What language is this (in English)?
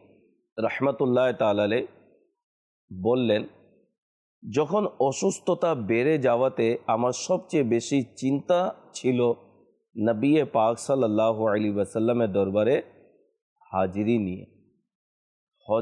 Bangla